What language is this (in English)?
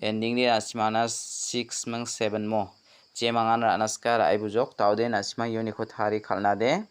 Garo